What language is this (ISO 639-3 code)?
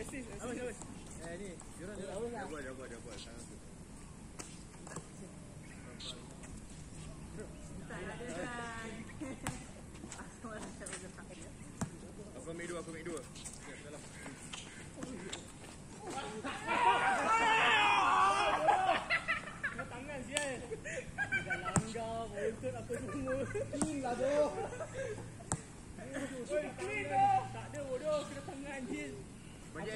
msa